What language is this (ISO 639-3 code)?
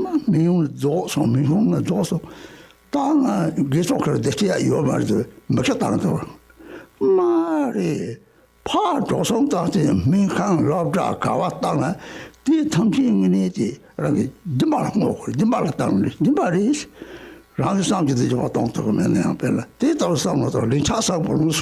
bod